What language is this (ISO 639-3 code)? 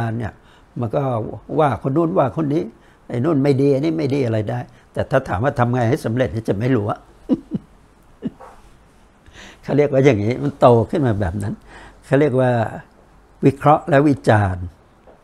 tha